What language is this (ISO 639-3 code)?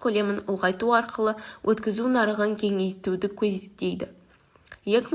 kaz